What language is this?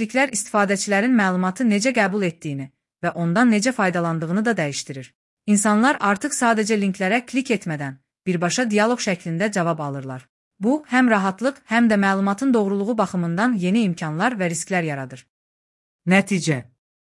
Azerbaijani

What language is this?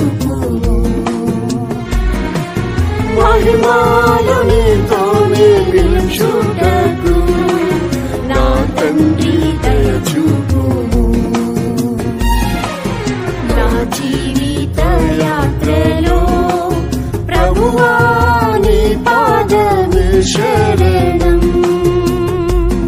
Telugu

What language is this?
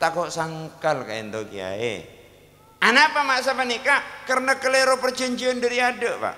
Madurese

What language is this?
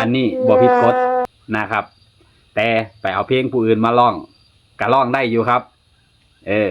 Northeastern Thai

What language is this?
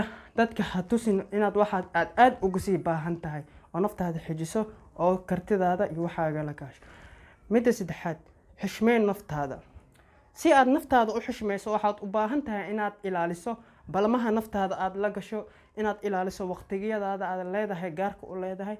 Somali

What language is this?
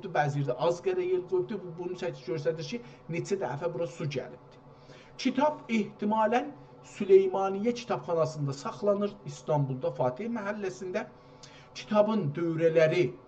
South Azerbaijani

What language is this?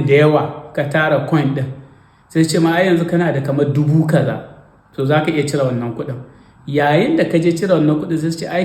Hausa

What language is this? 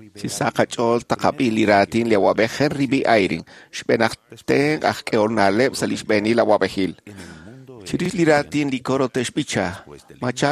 Kekchí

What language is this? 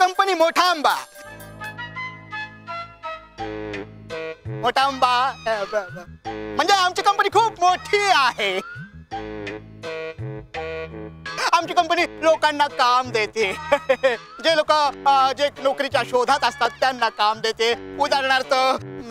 Marathi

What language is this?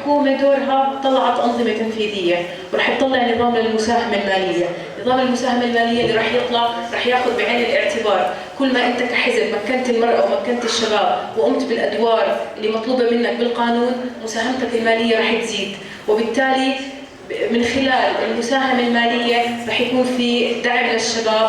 North Levantine Arabic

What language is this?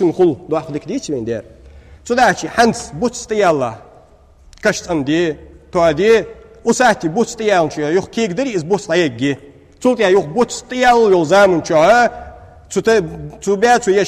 Ingush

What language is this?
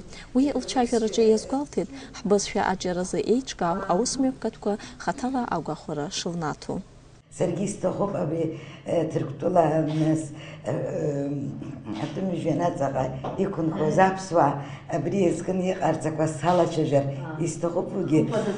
Abkhazian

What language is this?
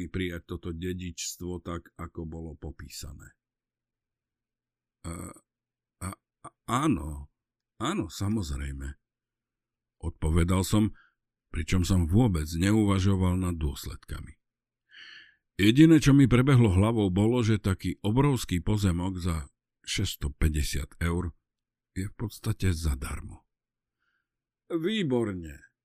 Slovak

